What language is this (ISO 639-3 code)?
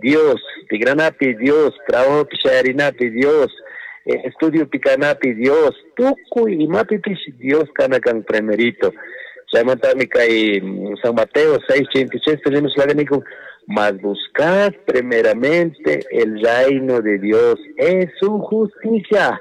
qug